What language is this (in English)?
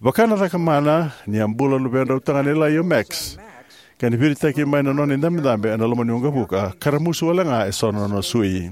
Fijian